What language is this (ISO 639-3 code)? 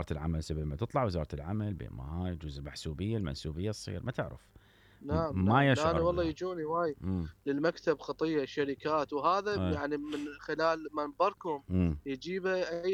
acm